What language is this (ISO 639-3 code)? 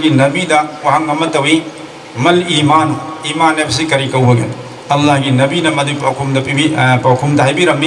mni